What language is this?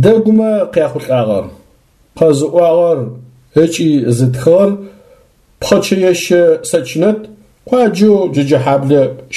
Adyghe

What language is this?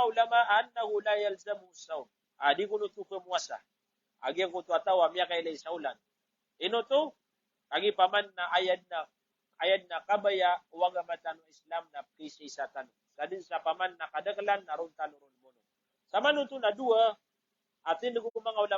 Maranao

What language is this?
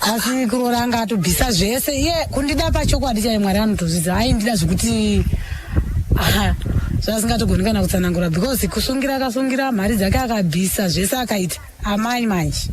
Shona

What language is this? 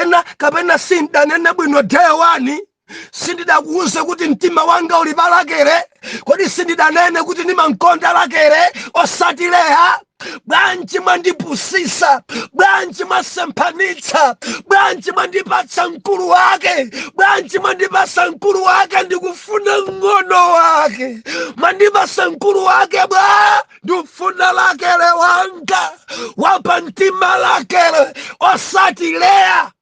Nyanja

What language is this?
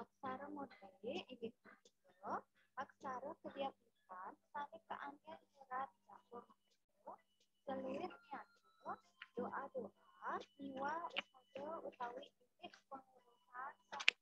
Balinese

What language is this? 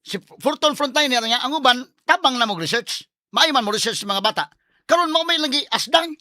Cebuano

